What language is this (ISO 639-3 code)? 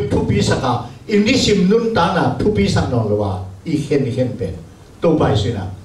ctd